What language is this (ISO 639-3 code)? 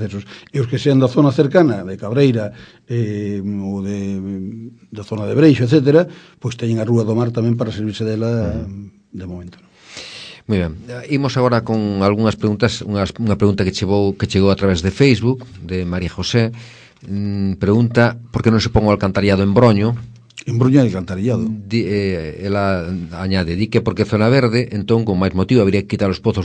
glg